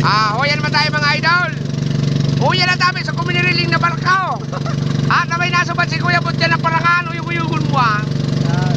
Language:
Bikol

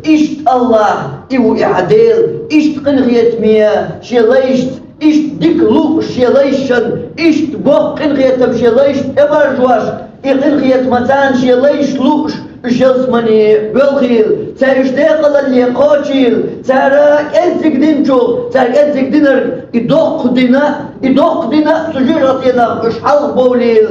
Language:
Chechen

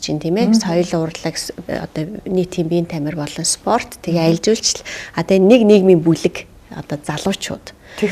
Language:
Mongolian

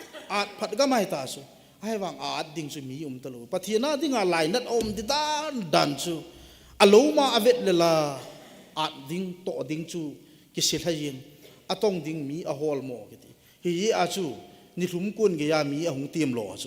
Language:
Thado Chin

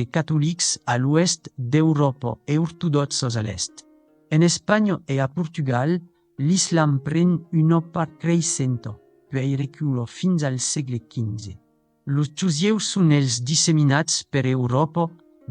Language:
Occitan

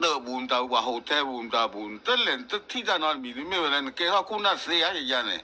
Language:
S'gaw Karen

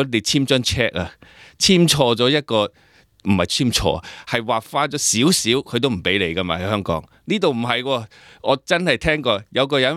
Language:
Cantonese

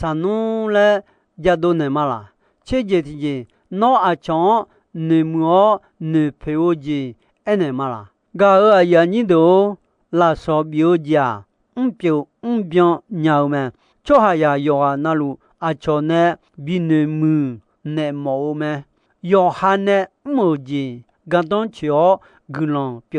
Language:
Akha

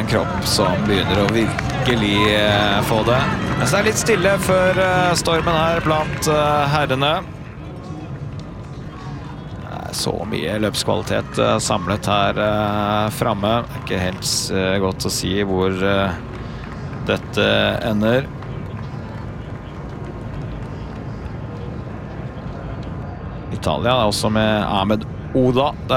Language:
Norwegian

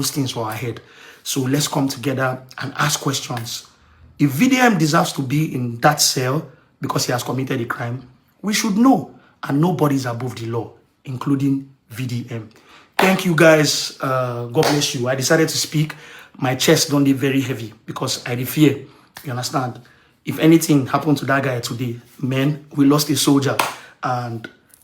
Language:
Nigerian Pidgin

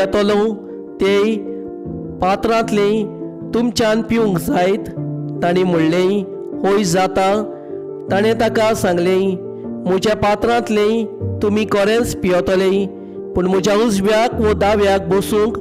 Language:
Konkani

